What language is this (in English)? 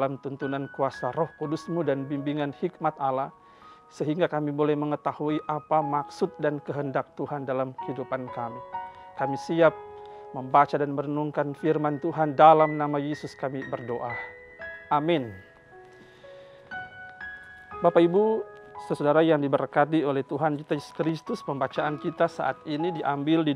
Indonesian